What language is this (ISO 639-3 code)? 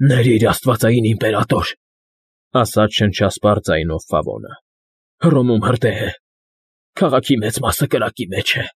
hye